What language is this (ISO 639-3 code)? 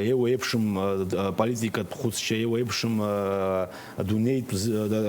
abk